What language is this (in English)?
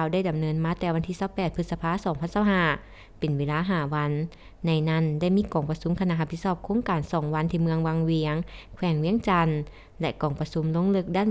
Lao